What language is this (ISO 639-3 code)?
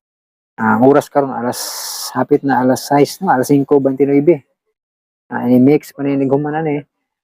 ceb